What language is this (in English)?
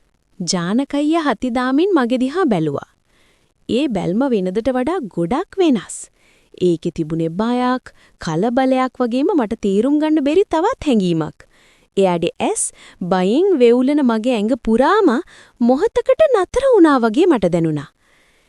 Sinhala